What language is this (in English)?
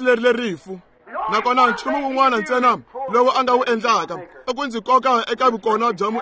Tsonga